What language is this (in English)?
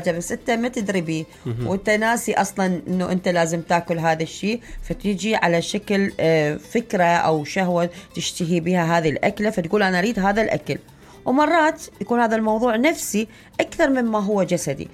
Mesopotamian Arabic